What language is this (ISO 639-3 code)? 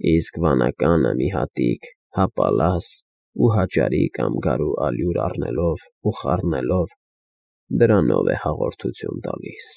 hye